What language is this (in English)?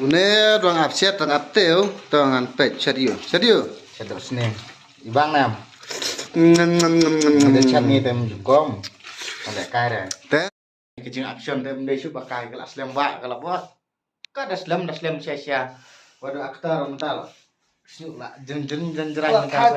Khasi